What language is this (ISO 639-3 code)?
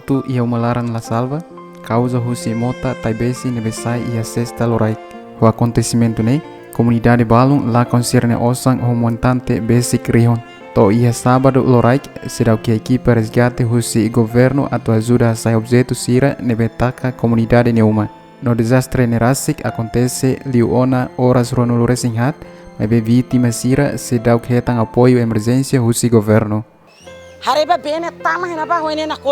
tet